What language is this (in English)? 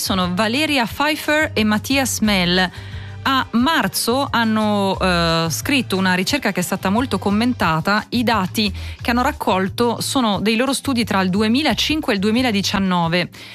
Italian